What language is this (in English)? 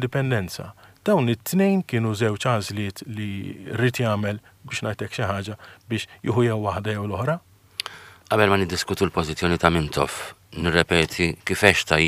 Maltese